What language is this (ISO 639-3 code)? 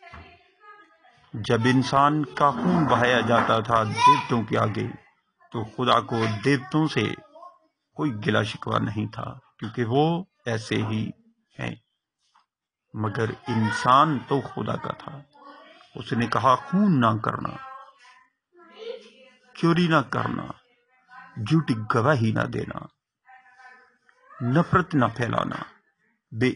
urd